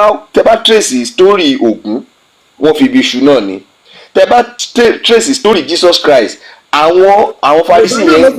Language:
Yoruba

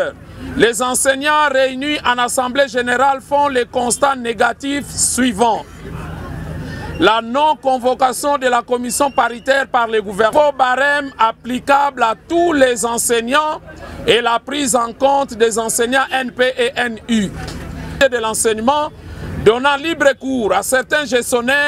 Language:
French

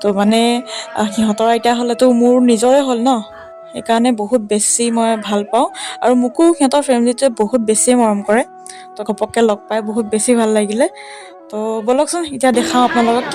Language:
Assamese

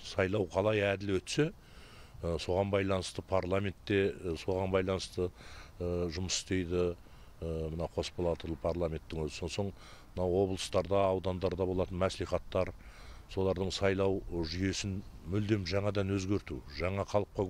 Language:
Kazakh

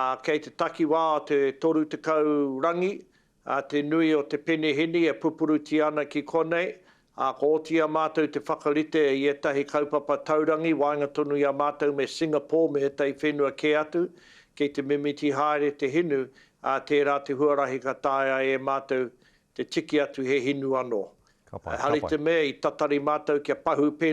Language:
Māori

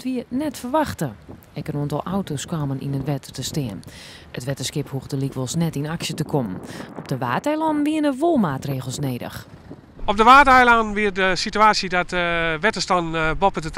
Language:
Western Frisian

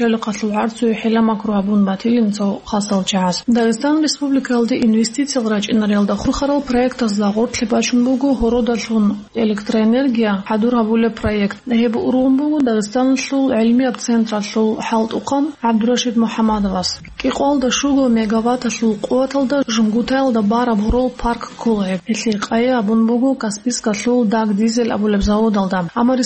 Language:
Avaric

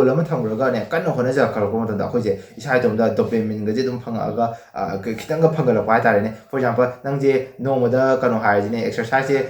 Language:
Manipuri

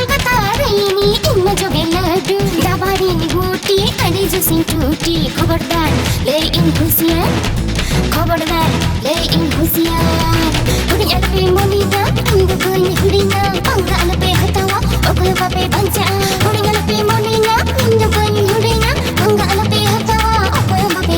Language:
Santali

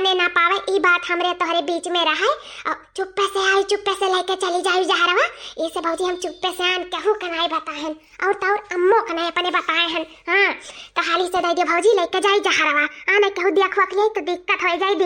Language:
Awadhi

